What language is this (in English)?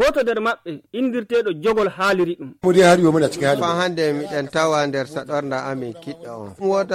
Nigerian Fulfulde